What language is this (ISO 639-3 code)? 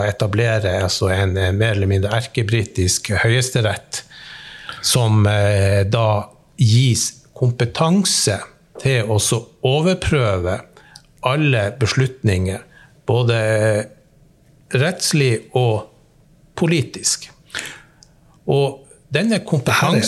nor